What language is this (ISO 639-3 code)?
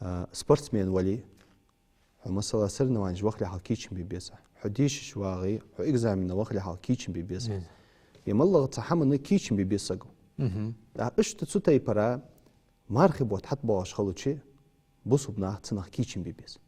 inh